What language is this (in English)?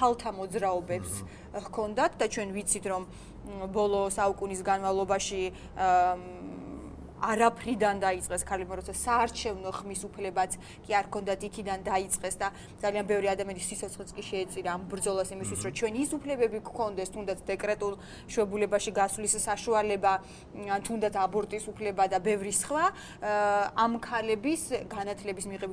Georgian